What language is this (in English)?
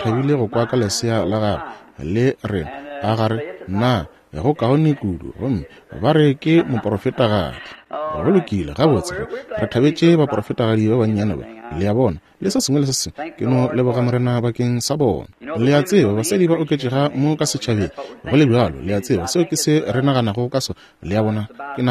Northern Sotho